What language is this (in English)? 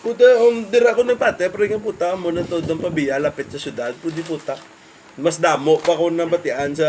Hiligaynon